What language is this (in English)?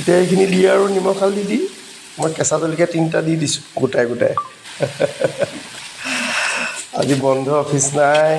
Assamese